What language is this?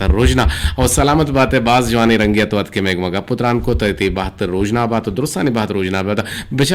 Eastern Balochi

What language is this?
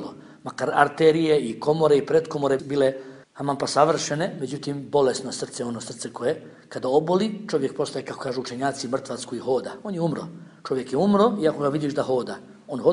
Bosnian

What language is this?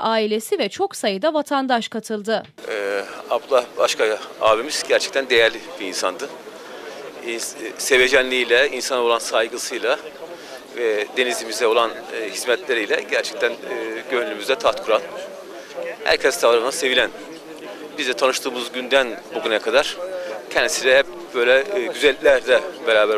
Turkish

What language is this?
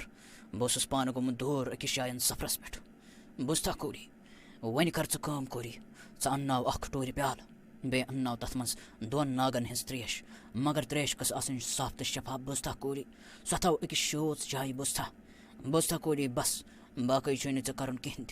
Kashmiri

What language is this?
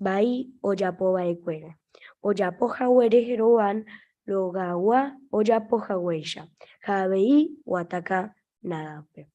Guarani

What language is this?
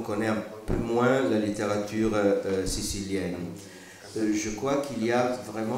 French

